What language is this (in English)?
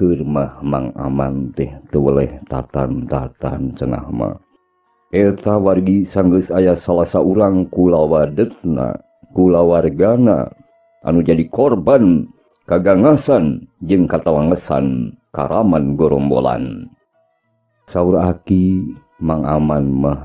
Sundanese